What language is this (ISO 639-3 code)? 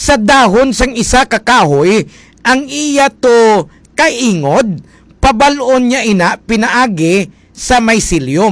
hil